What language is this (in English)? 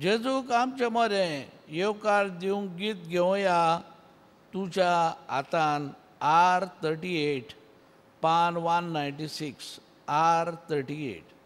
Konkani